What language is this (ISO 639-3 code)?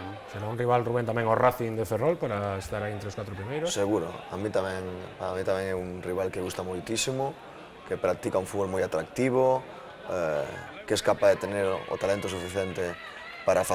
glg